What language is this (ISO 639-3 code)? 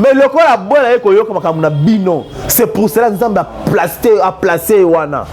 lin